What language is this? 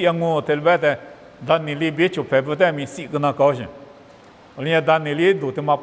Lisu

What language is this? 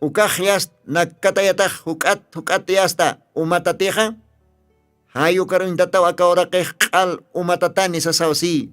Aymara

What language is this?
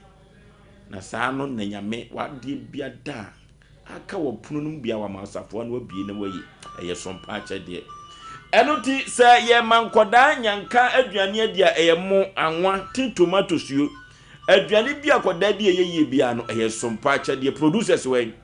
Akan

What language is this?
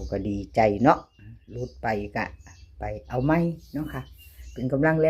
Northeastern Thai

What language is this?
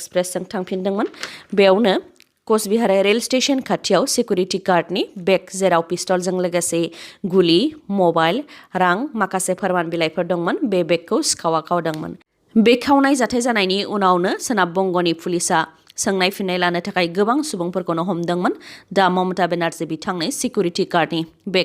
Bodo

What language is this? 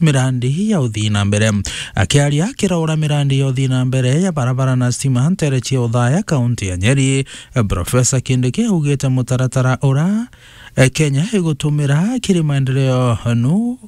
Meru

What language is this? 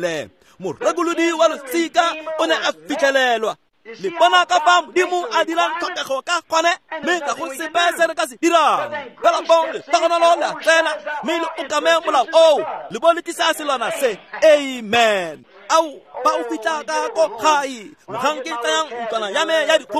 Tswana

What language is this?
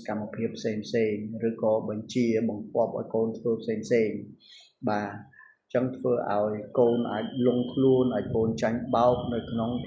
Khmer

